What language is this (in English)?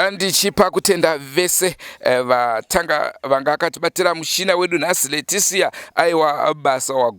Shona